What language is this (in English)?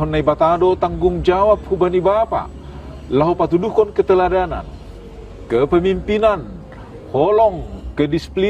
Batak Simalungun